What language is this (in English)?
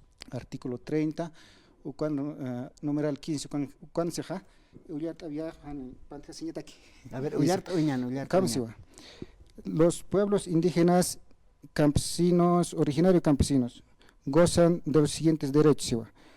Aymara